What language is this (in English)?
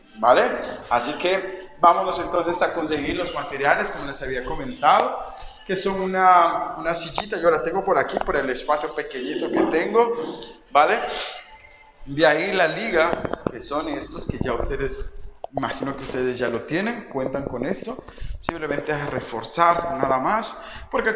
Spanish